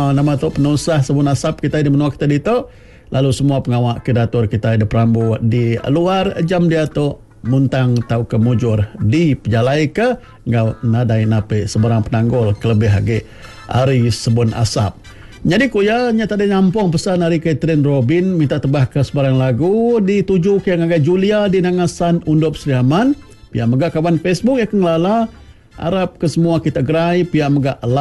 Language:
Iban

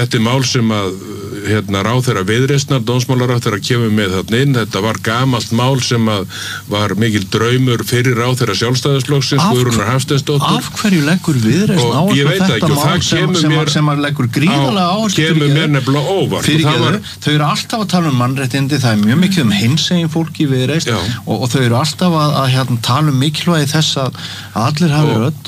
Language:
Icelandic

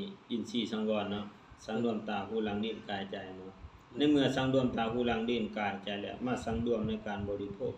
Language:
Lao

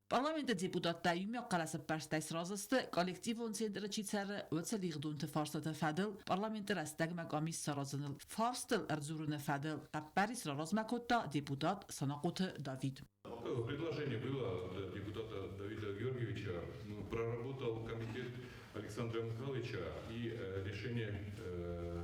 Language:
Ossetic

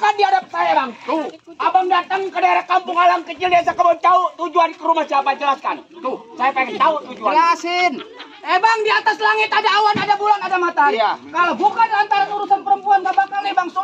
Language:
Betawi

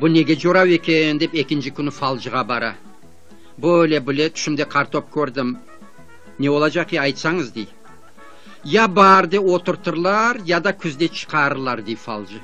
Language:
Crimean Tatar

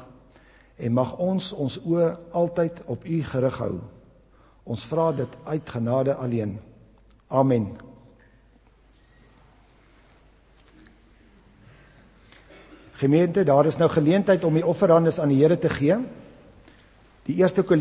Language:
Afrikaans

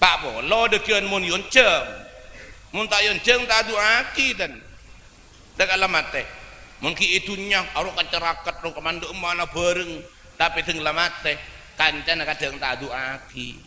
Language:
Madurese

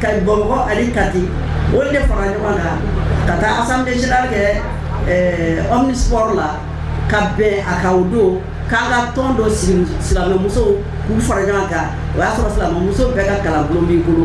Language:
Bambara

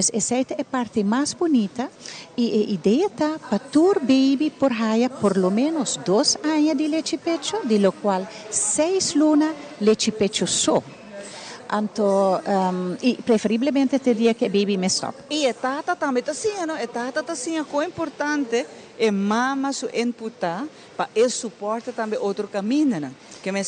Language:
Papiamento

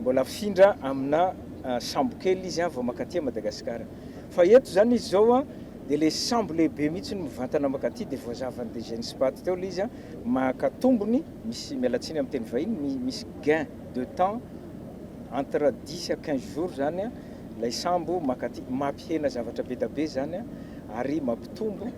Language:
Malagasy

